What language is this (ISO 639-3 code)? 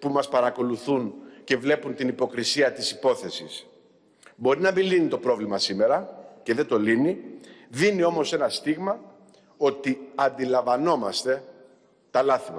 ell